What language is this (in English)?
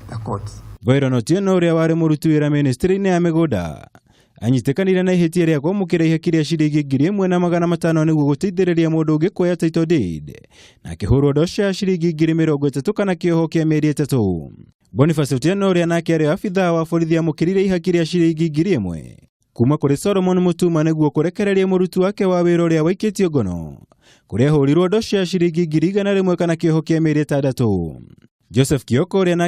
Kikuyu